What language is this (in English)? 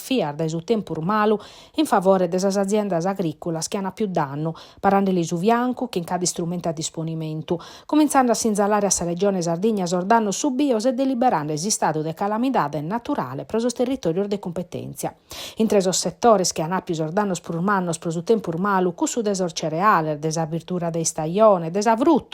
Sardinian